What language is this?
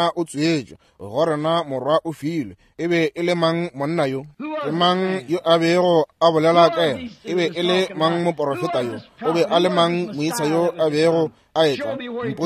Northern Sotho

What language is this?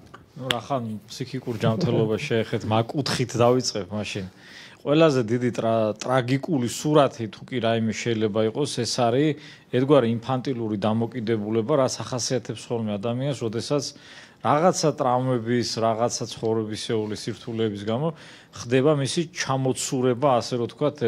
Georgian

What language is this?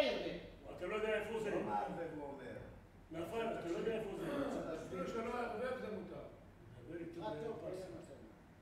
Hebrew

